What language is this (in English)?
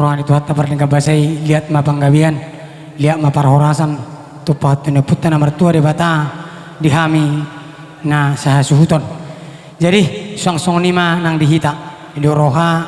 Batak Toba